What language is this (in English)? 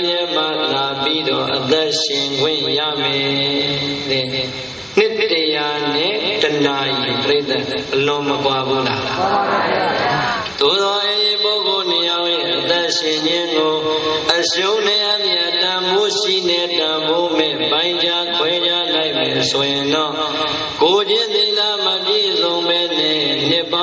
Burmese